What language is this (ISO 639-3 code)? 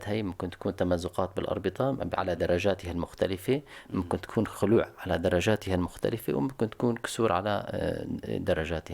apc